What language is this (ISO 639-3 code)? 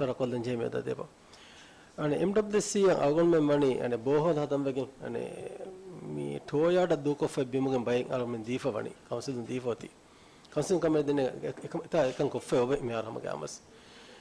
div